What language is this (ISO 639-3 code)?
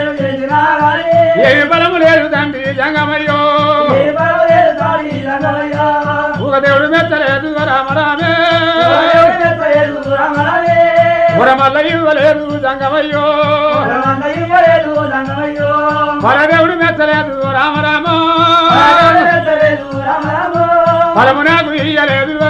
tel